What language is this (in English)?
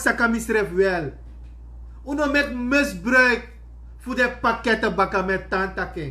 Sranan Tongo